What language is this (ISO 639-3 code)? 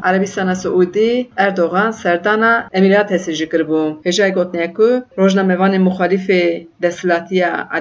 kur